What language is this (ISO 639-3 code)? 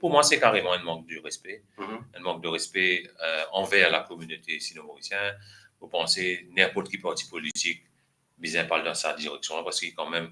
mfe